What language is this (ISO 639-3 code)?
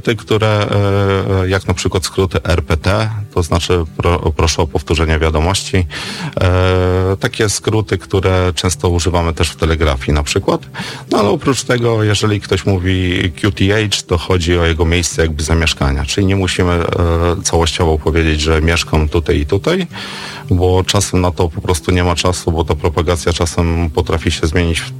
pol